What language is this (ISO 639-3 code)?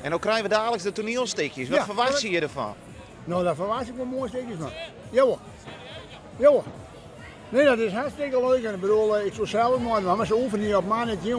fry